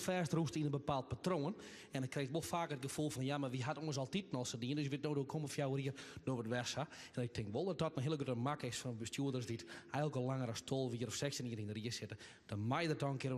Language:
Western Frisian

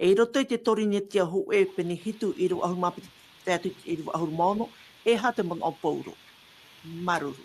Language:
Tahitian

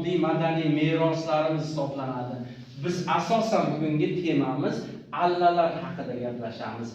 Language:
Uzbek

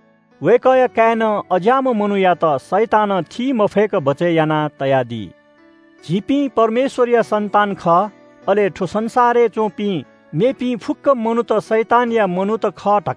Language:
Newari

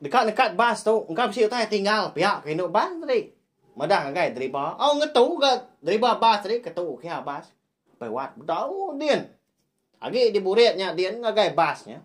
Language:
Iban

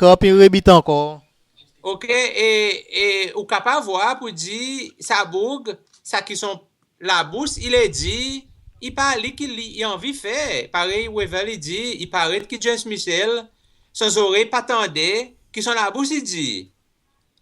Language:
Seselwa Creole French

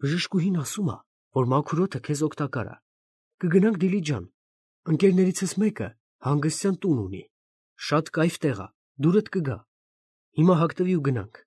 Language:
Armenian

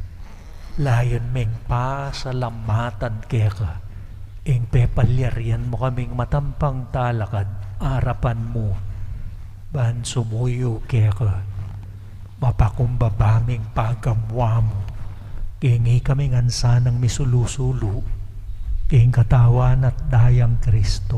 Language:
Pampanga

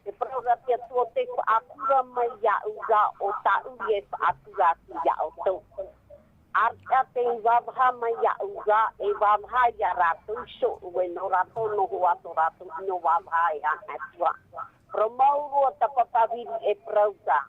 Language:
Tahitian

